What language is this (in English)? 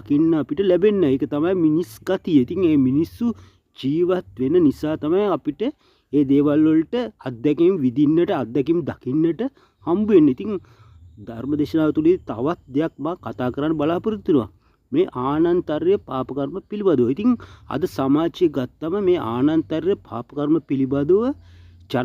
Sinhala